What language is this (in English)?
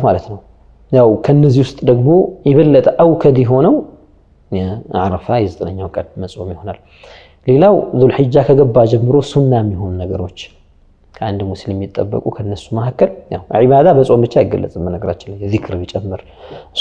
Amharic